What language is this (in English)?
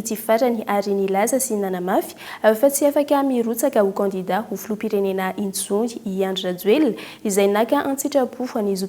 Malagasy